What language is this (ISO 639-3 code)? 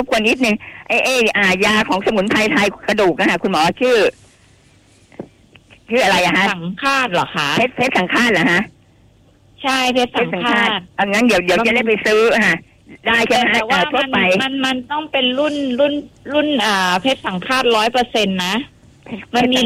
tha